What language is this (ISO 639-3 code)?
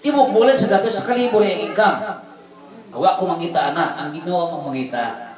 ceb